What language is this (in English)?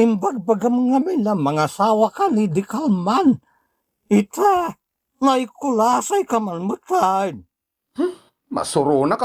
Iloko